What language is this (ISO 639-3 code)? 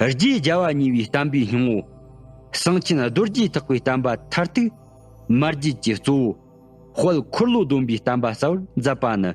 bod